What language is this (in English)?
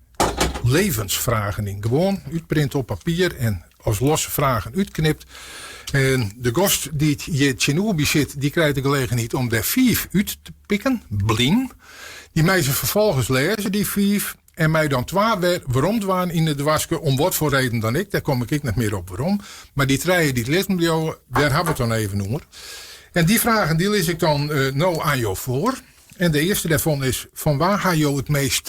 Western Frisian